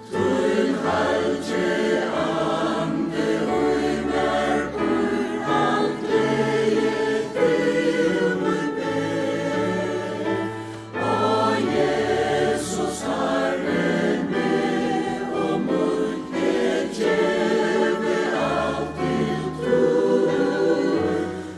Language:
Faroese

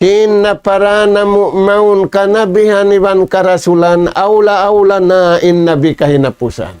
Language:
Tausug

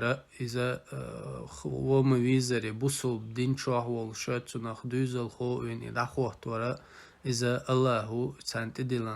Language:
Chechen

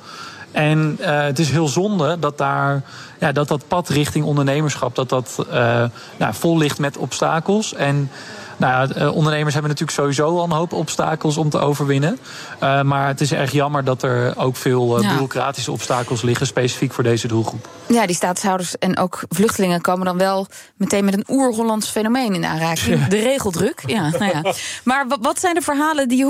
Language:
Dutch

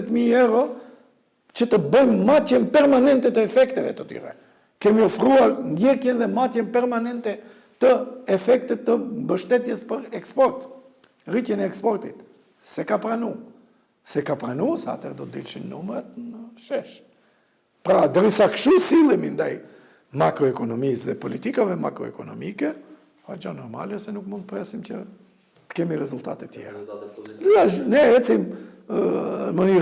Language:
Albanian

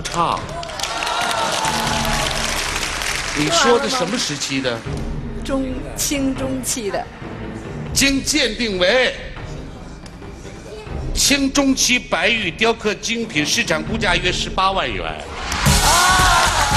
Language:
Chinese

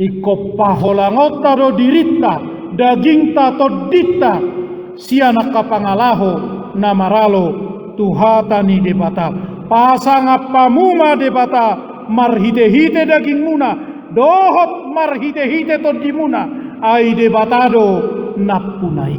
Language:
Batak Toba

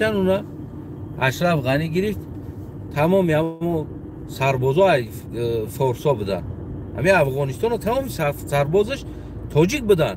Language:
Tajik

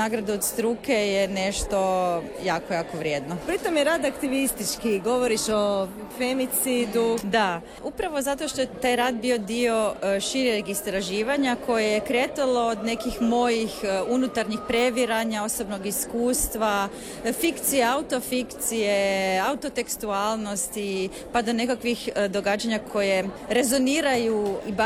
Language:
Croatian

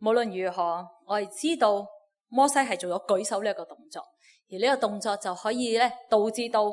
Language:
Cantonese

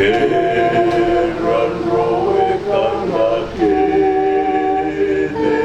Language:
Fijian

